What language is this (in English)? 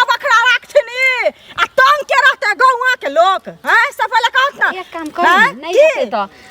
Maithili